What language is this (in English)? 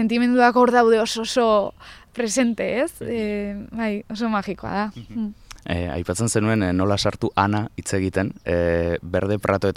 Basque